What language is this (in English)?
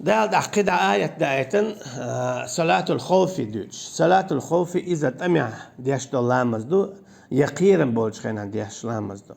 Chechen